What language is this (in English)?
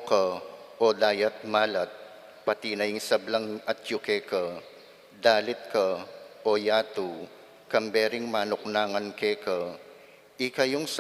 Pampanga